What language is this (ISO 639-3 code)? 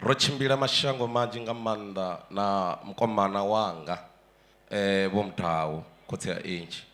ven